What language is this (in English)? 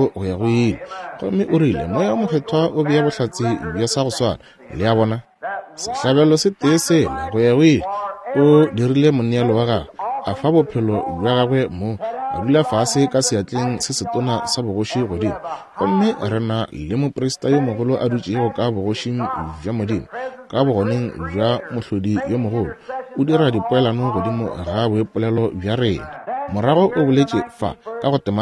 Northern Sotho